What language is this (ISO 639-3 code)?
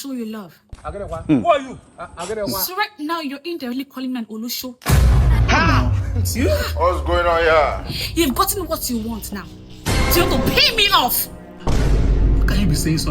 pcm